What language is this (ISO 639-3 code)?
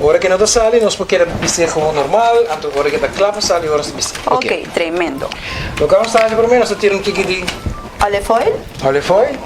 pap